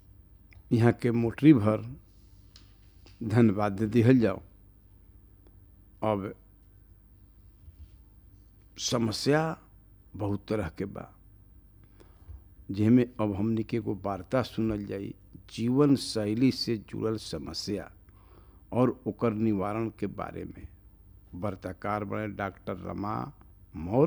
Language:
Bhojpuri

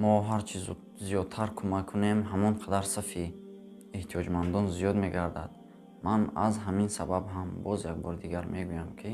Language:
Tajik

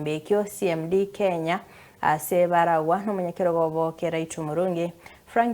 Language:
Gusii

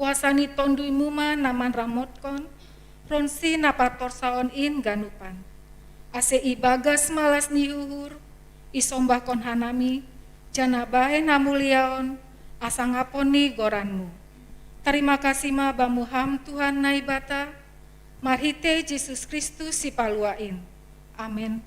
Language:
Batak Simalungun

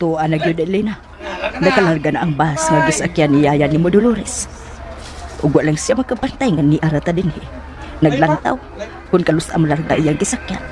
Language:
Cebuano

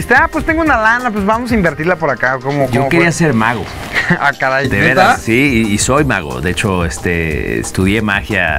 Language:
Spanish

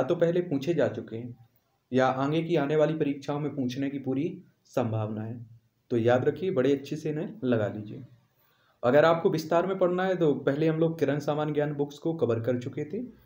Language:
Hindi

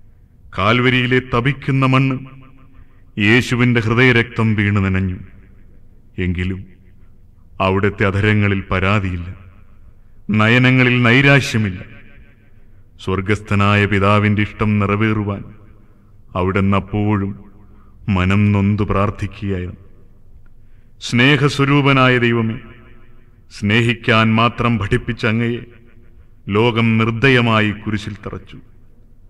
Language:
Malayalam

